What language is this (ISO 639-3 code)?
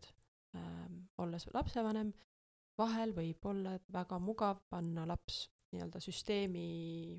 est